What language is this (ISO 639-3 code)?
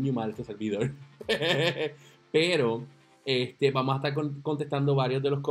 spa